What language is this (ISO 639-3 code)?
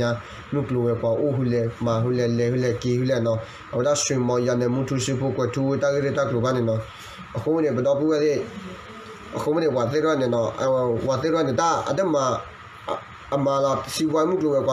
ksw